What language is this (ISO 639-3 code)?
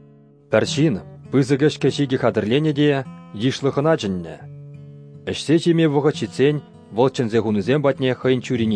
chv